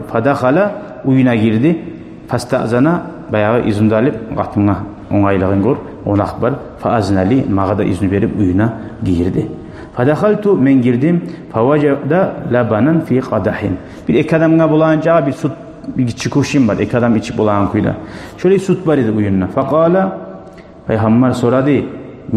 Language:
Kumyk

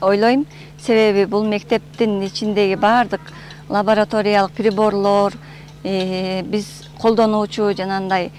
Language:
Kyrgyz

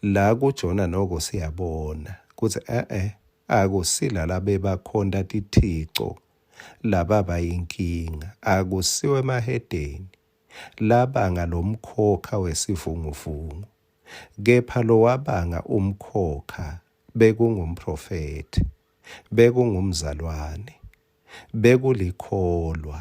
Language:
Swati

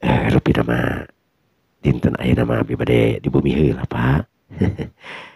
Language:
Sundanese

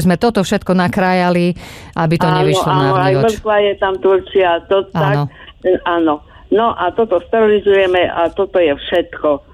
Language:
Slovak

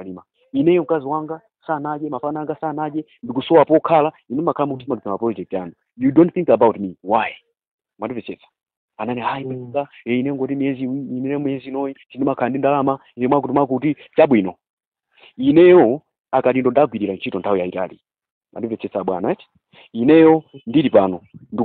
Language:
Nyanja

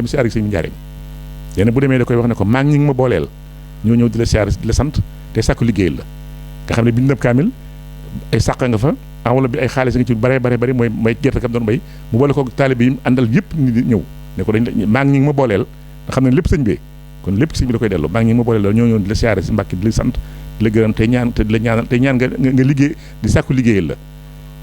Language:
Wolof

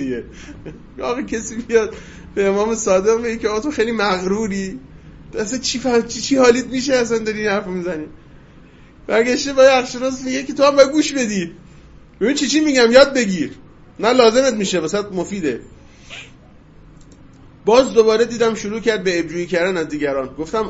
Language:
Persian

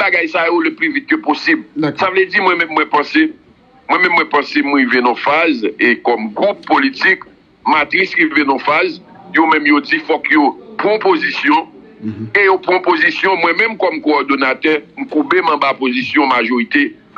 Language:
Haitian Creole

